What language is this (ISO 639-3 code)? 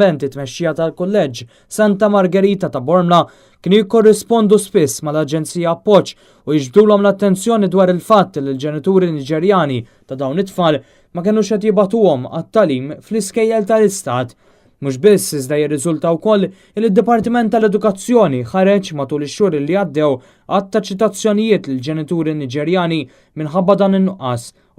mlt